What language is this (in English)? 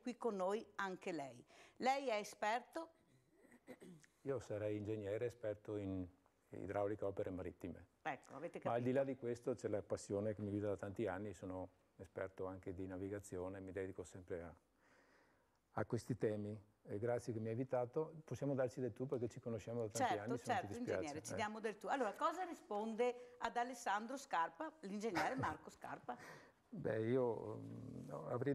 Italian